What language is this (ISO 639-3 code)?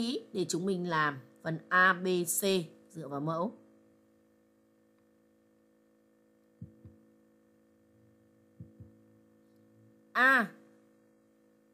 vie